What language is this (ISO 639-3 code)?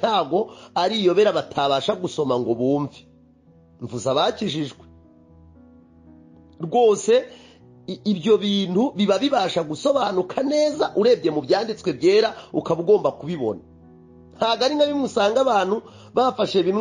kin